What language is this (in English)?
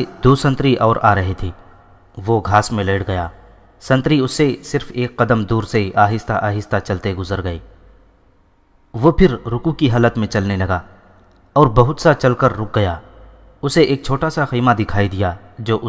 Urdu